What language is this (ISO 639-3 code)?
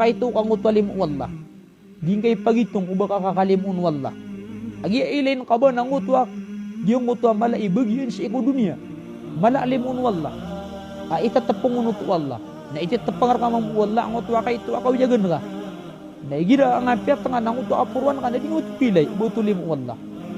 mrw